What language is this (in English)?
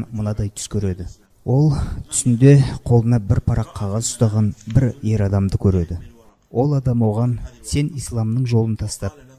Kazakh